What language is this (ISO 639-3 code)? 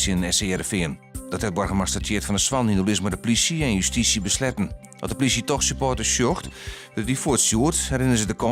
fry